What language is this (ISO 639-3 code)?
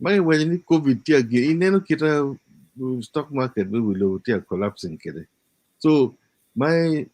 ach